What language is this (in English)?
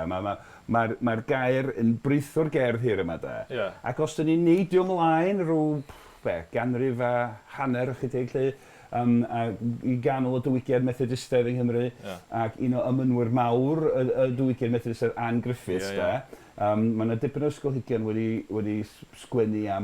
Welsh